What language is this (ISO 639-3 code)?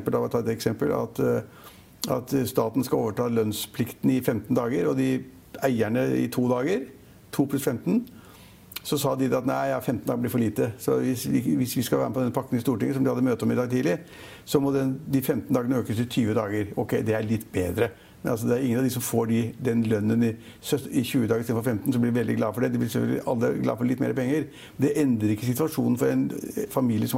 nor